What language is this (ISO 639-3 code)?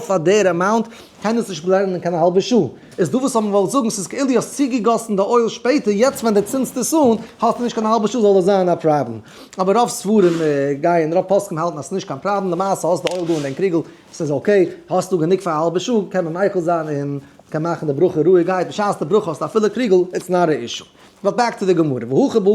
yid